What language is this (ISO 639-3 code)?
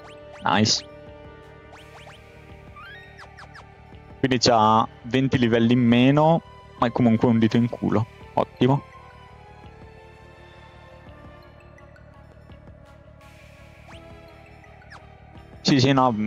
ita